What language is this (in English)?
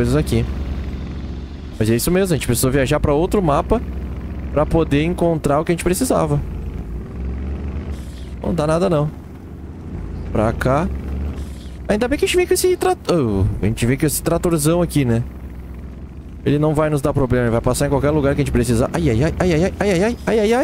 Portuguese